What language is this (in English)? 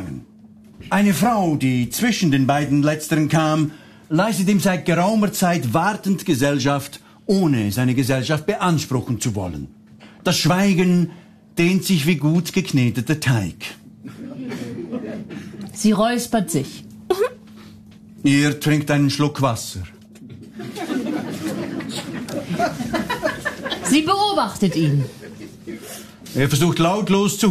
German